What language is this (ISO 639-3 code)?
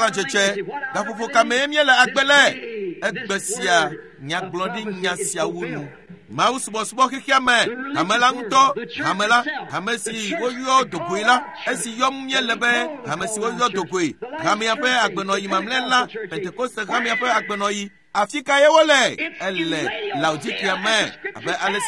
ewe